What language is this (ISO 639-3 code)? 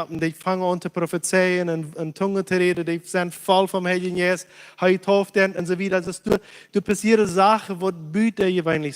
pdt